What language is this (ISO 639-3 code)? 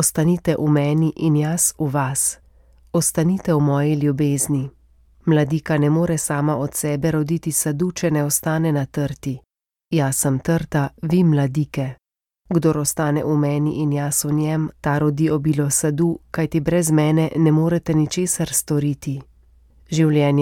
slv